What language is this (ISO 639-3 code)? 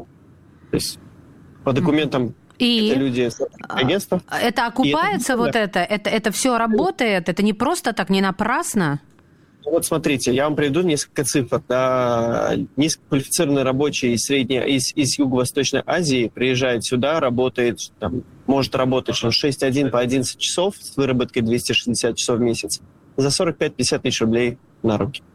rus